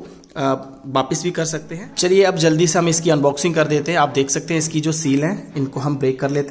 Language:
Hindi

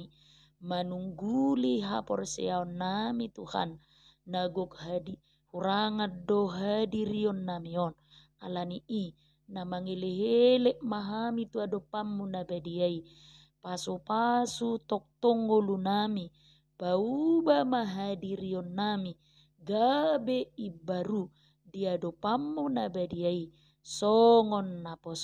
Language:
Batak Toba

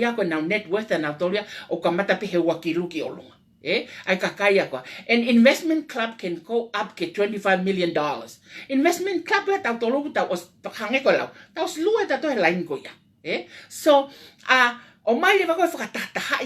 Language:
Tongan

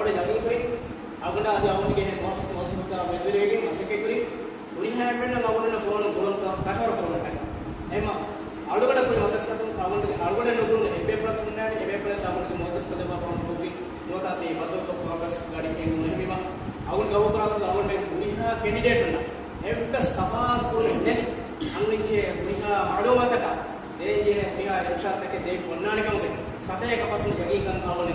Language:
Divehi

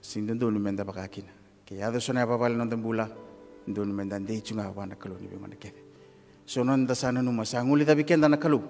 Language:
Fijian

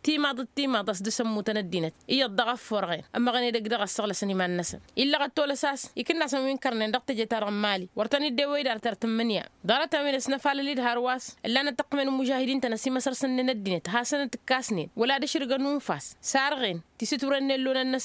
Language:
Tamasheq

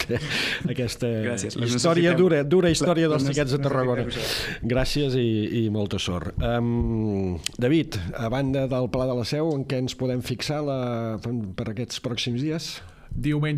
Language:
Catalan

